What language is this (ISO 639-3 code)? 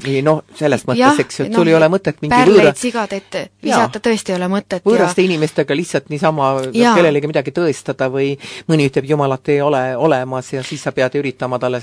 est